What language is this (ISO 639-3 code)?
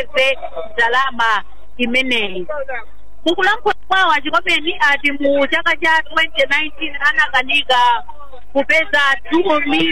nya